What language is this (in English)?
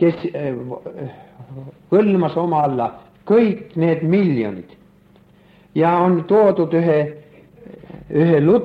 Estonian